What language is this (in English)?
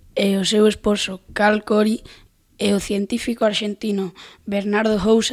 Galician